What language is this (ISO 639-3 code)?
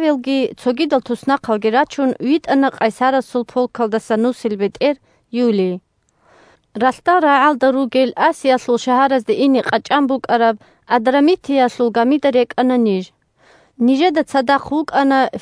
ava